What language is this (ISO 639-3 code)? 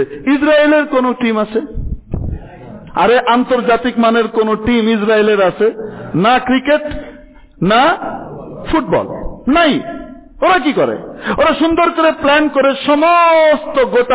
ben